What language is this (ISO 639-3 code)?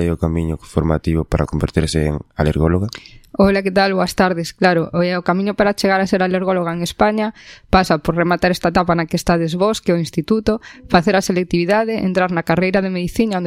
glg